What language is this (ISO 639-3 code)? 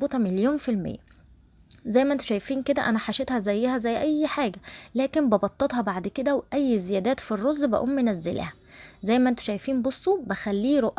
arz